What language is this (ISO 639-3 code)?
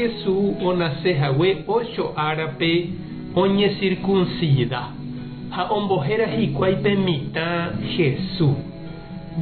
grn